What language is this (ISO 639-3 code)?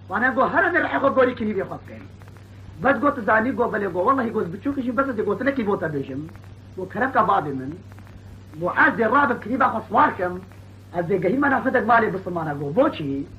kur